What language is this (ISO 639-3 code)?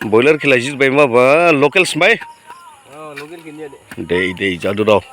dis